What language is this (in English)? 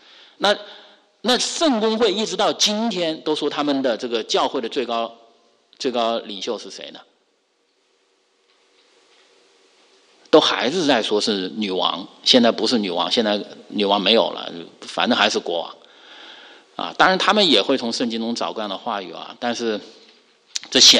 Chinese